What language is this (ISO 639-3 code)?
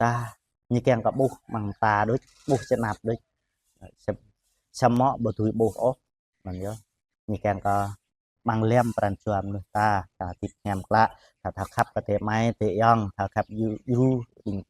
jra